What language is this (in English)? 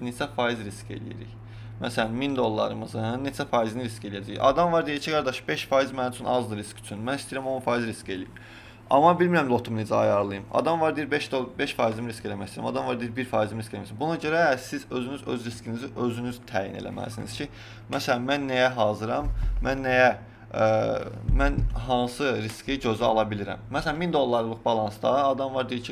Azerbaijani